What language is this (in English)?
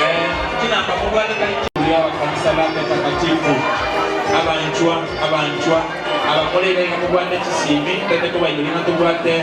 Gusii